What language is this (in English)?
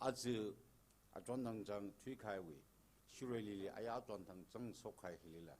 Tangkhul Naga (India)